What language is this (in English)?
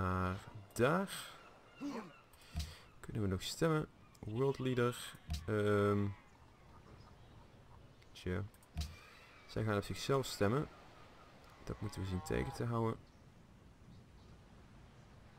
Dutch